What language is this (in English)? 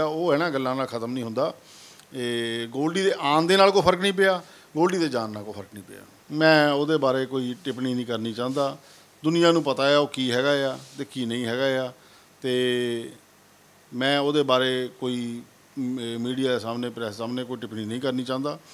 Punjabi